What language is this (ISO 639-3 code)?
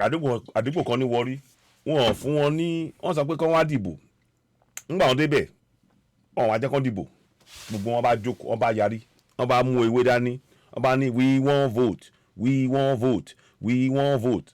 yor